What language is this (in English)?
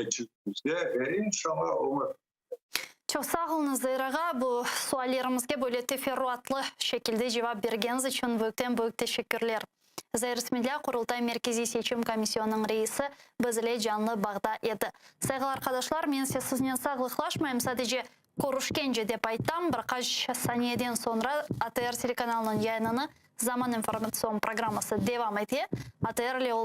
Crimean Tatar